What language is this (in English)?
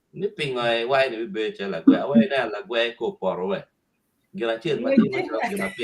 Acoli